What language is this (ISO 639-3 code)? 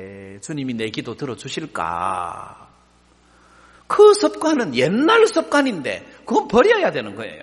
kor